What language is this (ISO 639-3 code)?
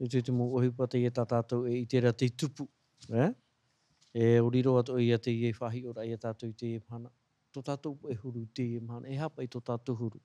tah